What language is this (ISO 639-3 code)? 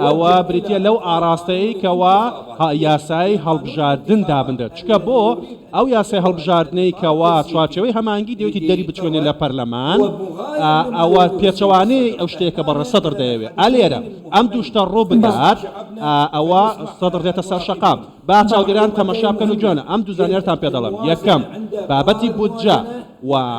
ckb